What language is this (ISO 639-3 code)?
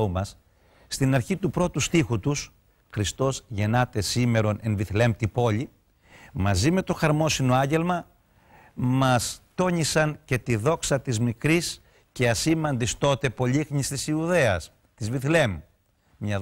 ell